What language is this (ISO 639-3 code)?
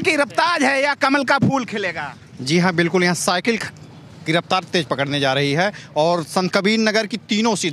hin